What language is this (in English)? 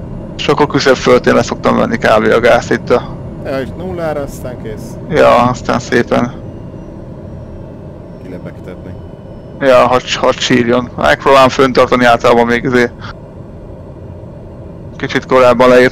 Hungarian